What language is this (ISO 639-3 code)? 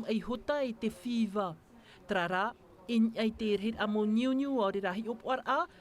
tah